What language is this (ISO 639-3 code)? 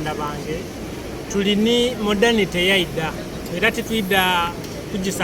xog